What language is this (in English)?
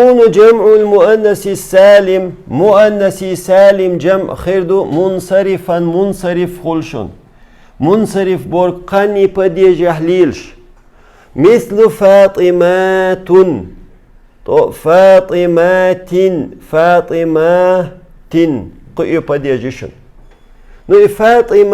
Chechen